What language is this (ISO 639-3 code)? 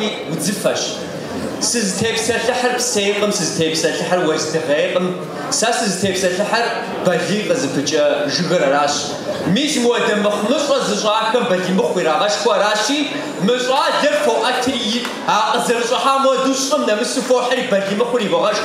kbd